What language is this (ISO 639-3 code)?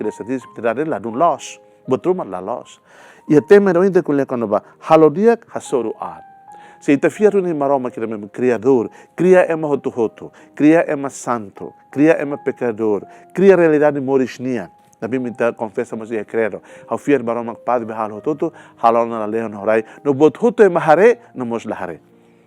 tet